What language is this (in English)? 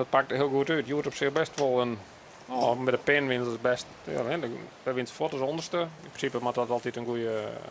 Western Frisian